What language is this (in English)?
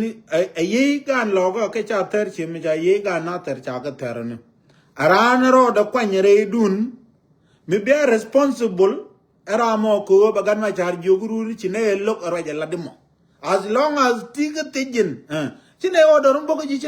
Nuer